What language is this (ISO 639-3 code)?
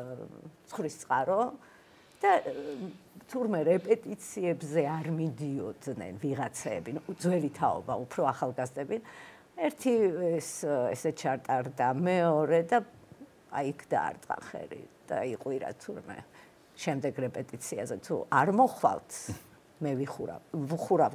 kat